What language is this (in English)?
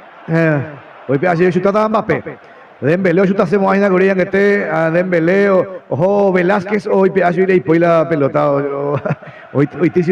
Guarani